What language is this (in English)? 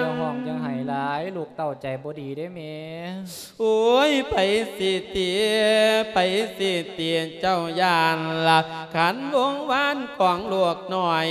Lao